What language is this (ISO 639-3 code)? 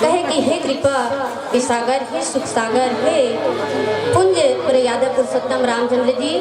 hne